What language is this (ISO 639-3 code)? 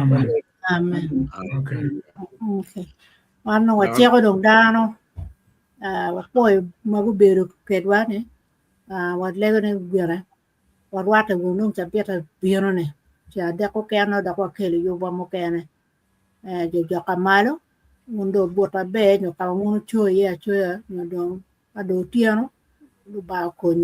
ach